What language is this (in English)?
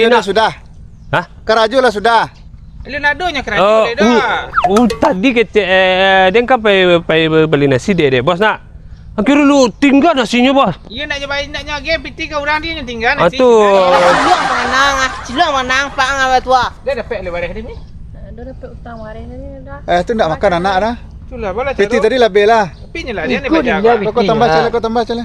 Minangkabau